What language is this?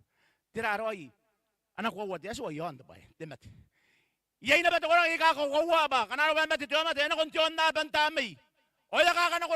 Gilbertese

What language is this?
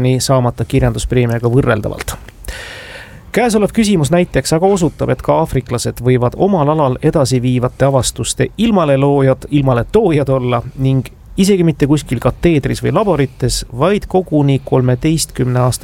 Estonian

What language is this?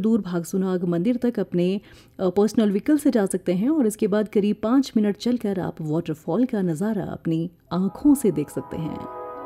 Hindi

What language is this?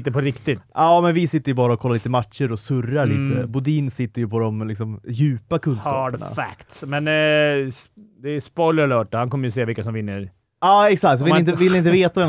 Swedish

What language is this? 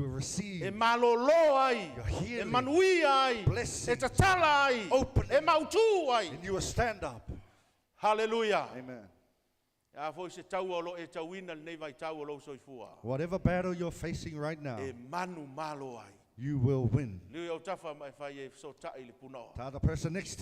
Samoan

